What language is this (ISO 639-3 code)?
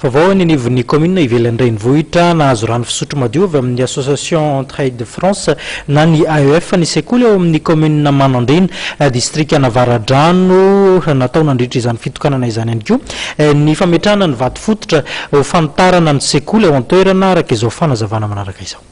mlg